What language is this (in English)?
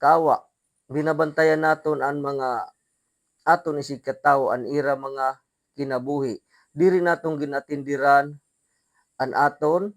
Waray